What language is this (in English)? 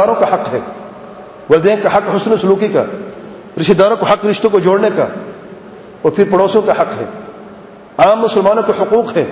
Urdu